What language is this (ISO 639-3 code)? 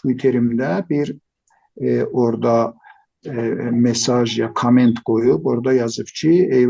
azb